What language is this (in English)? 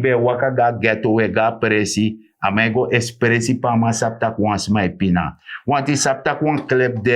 Sranan Tongo